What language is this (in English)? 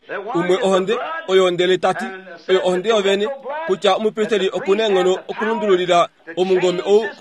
Kuanyama